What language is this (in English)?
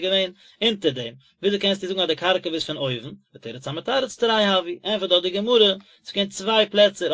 Yiddish